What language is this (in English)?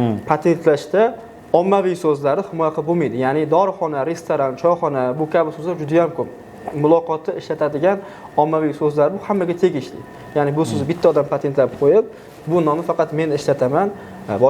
Uzbek